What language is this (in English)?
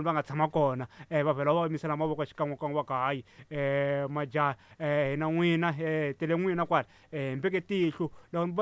Tsonga